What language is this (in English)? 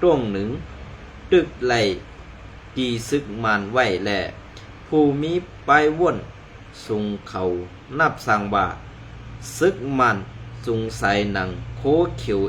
Shan